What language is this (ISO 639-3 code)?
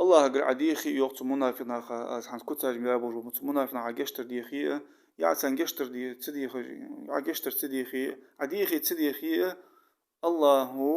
inh